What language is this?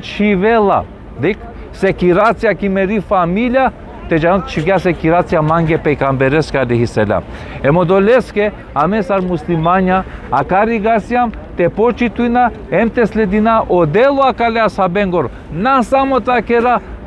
Balkan Romani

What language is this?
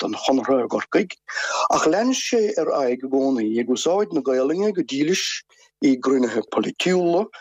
Irish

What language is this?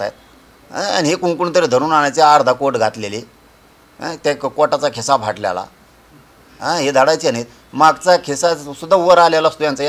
Marathi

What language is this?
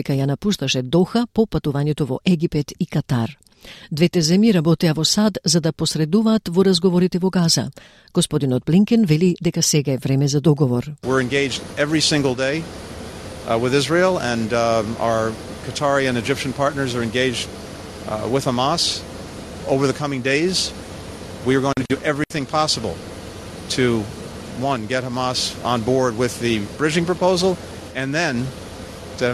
Macedonian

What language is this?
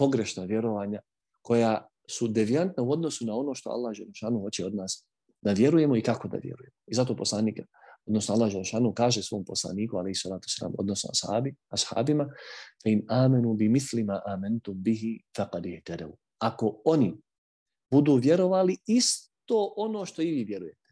Bosnian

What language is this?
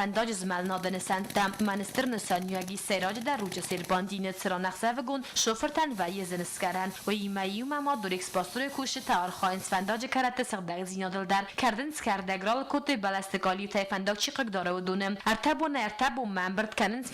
Ossetic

